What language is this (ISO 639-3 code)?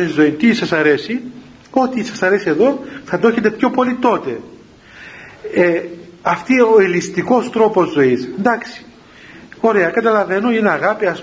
ell